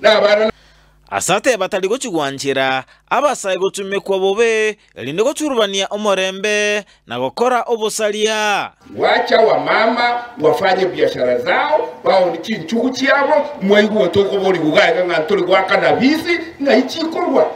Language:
Gusii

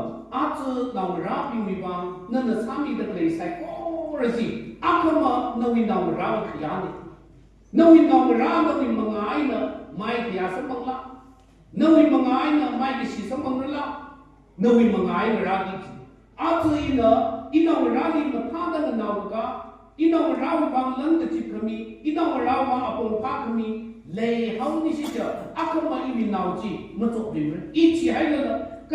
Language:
Tangkhul Naga (India)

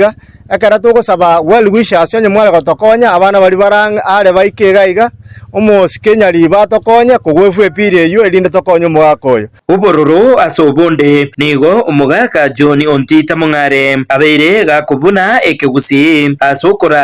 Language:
Gusii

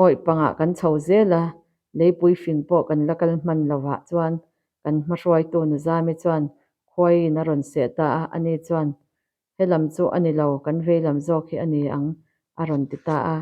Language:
Mizo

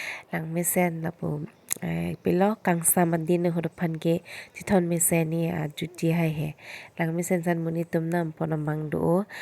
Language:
Karbi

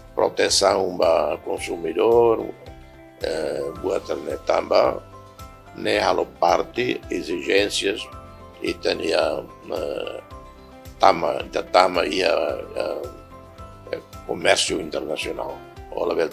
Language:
Tetum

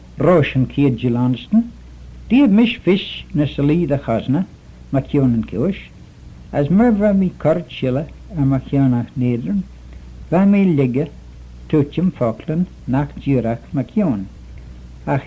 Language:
Manx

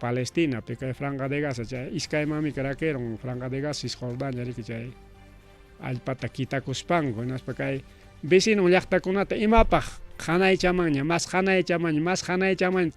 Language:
Ayacucho Quechua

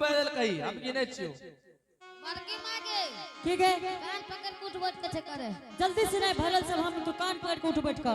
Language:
Angika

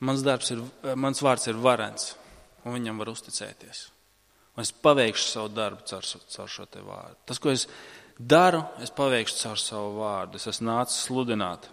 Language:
Latvian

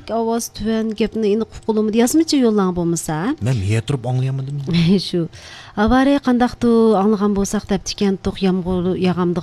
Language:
Uyghur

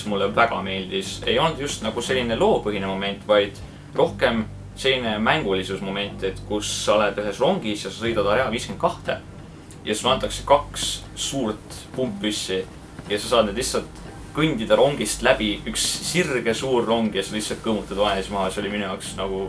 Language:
Estonian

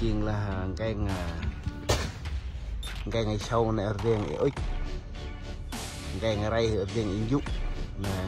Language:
Central Mnong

